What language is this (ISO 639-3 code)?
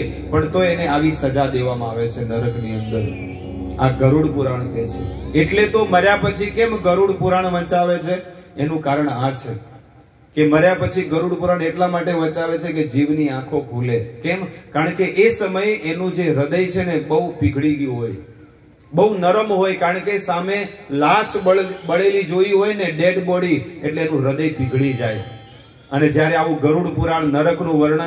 guj